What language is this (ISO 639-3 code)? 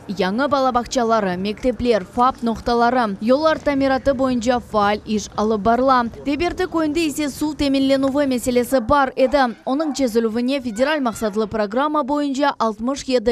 crh